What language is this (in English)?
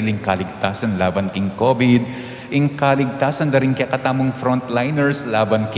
Pampanga